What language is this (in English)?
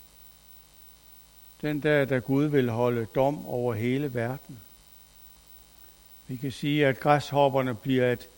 Danish